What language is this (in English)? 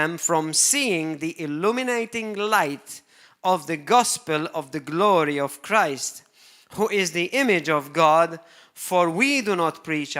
English